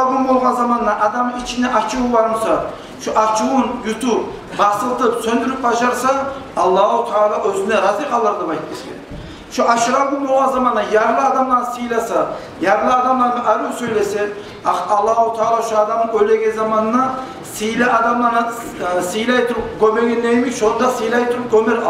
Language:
Kumyk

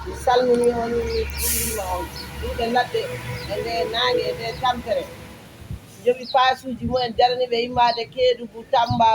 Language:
Fula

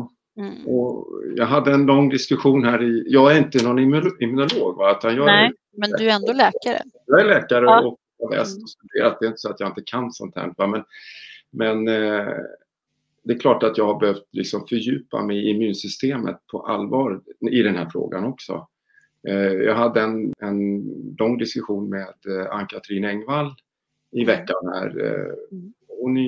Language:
Swedish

